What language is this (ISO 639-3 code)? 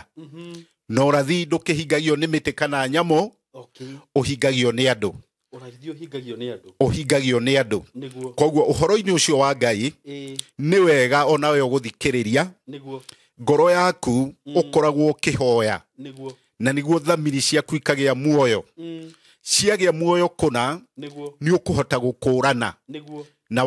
kik